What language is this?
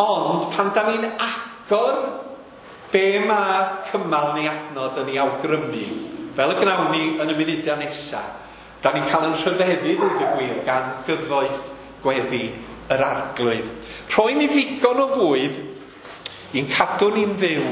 Welsh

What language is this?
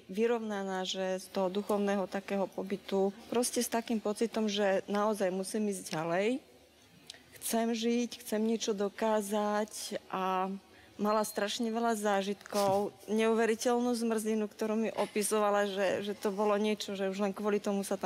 Slovak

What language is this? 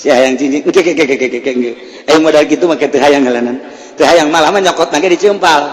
Sundanese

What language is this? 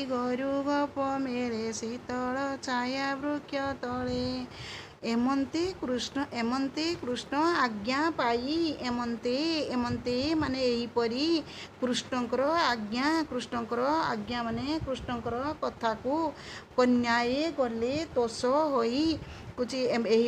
Odia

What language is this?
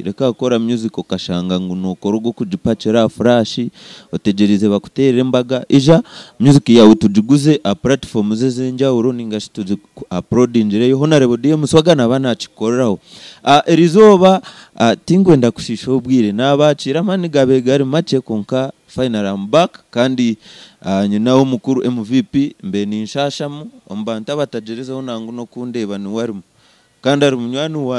Nyankole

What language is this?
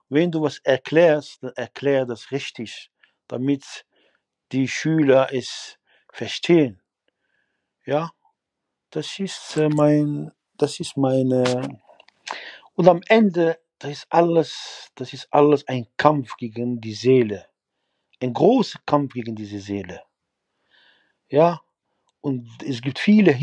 German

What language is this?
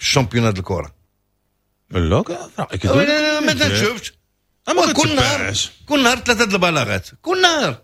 Moroccan Arabic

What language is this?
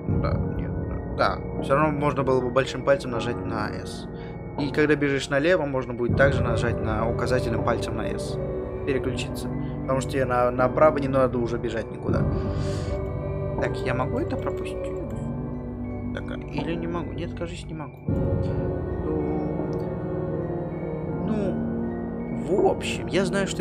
Russian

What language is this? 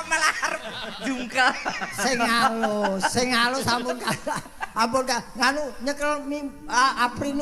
Javanese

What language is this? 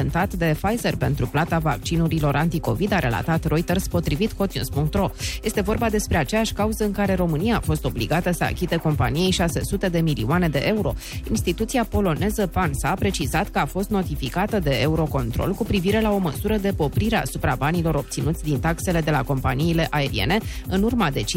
Romanian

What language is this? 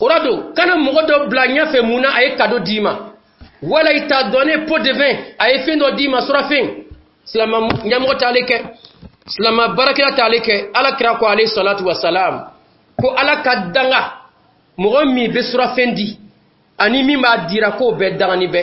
Dyula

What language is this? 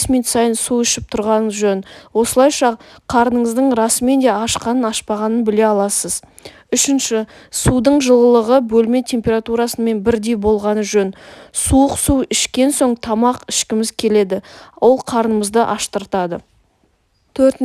Kazakh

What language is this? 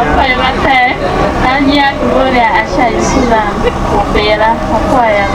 Acoli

